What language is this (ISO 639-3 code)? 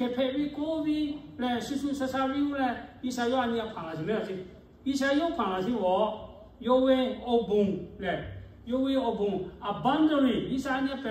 lhu